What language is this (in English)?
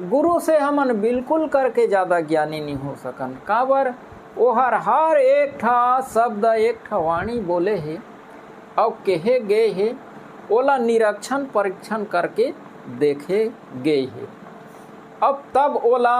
Chhattisgarhi